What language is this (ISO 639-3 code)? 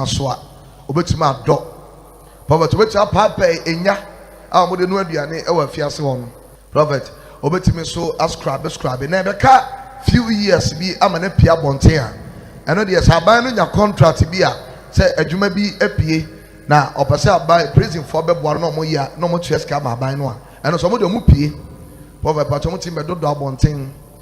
aka